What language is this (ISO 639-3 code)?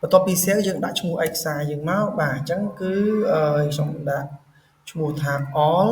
khm